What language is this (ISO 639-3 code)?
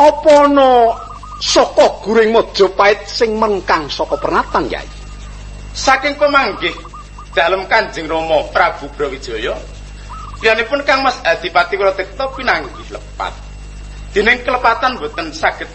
jav